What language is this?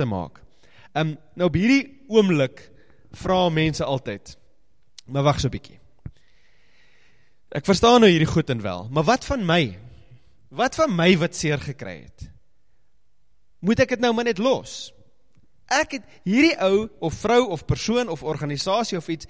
Afrikaans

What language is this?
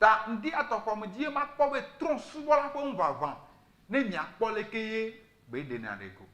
Ewe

